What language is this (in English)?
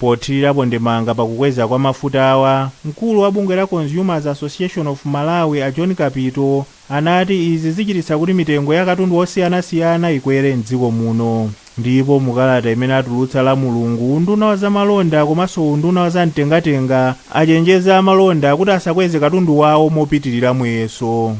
Nyanja